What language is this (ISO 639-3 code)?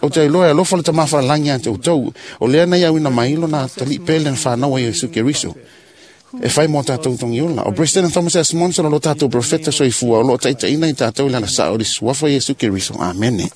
smo